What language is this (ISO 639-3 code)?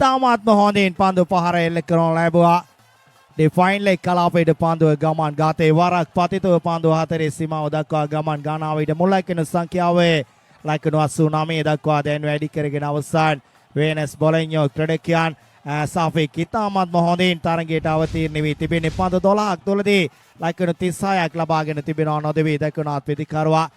sin